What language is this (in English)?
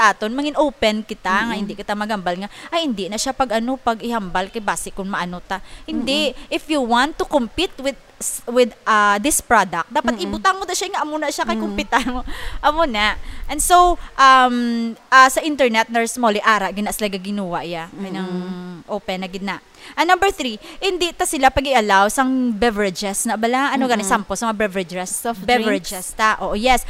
Hiligaynon